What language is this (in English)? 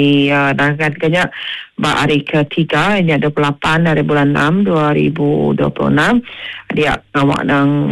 Iban